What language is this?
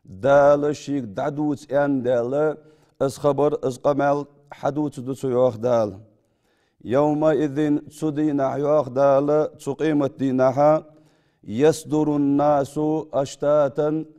Ingush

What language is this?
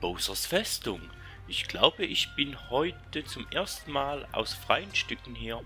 Swiss German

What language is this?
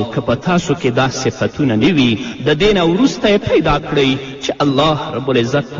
Pashto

